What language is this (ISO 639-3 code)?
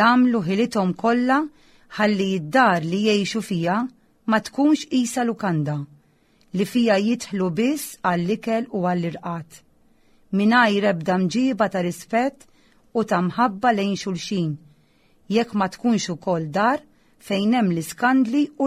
mlt